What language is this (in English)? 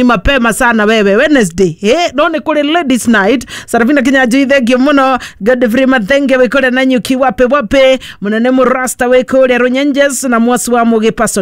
Kikuyu